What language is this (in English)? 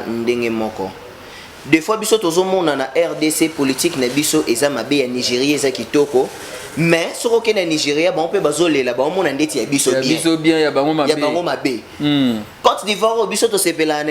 Lingala